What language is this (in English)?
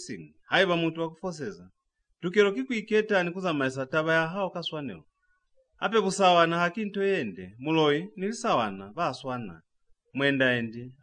Lozi